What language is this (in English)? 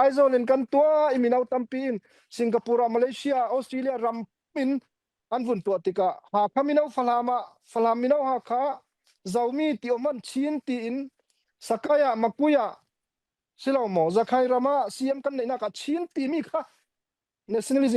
Falam Chin